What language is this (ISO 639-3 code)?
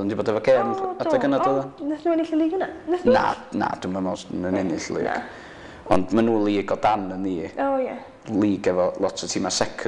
cym